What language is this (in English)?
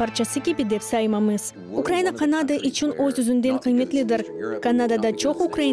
Crimean Tatar